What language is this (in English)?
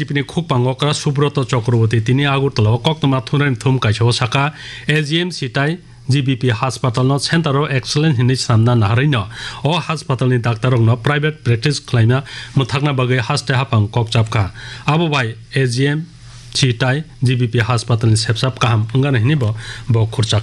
Kok Borok